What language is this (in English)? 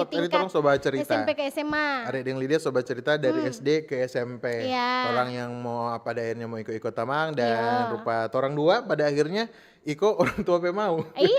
Manado Malay